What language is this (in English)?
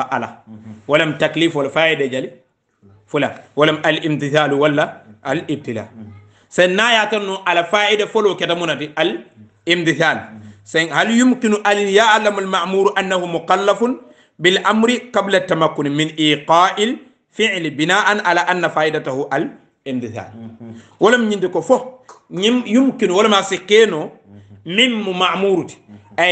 Hausa